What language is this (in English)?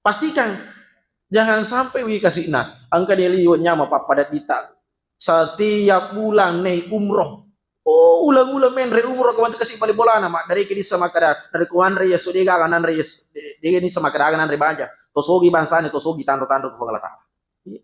Buginese